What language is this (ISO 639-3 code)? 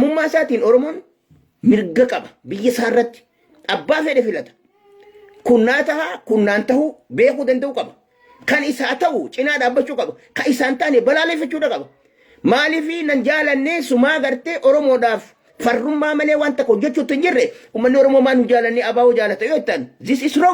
orm